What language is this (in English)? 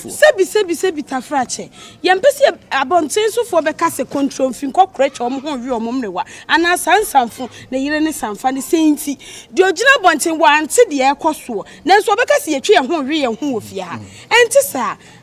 Akan